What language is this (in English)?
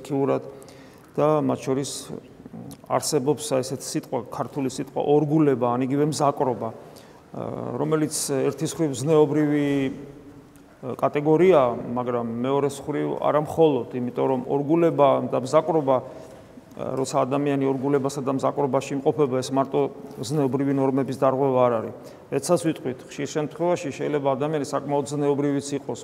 Georgian